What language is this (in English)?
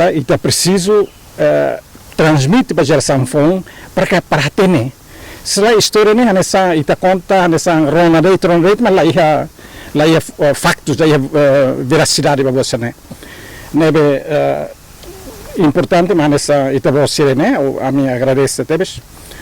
Tetum